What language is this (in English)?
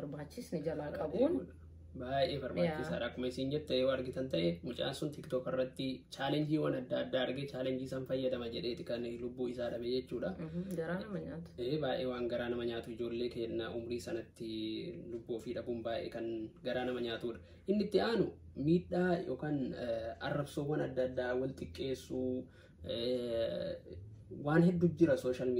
Oromo